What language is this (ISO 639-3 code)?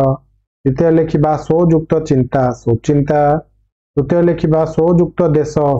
ori